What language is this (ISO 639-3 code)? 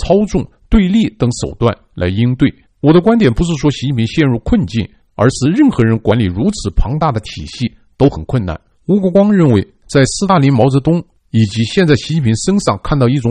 zho